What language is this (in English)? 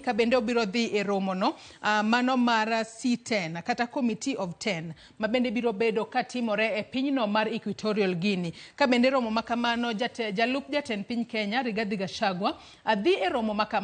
Luo (Kenya and Tanzania)